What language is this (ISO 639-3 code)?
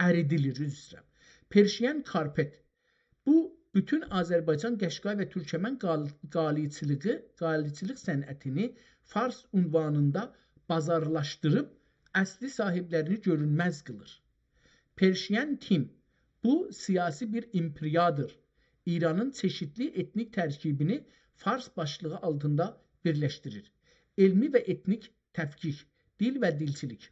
azb